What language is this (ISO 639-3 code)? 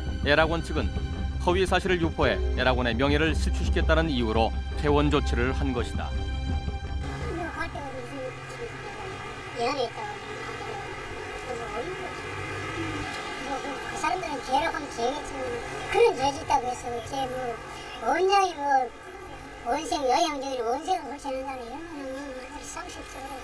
kor